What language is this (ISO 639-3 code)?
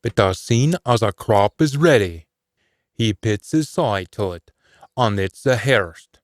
sco